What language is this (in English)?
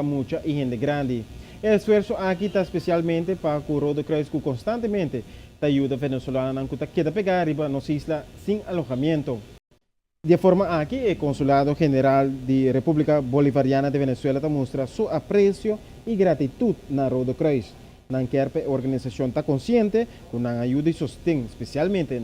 Papiamento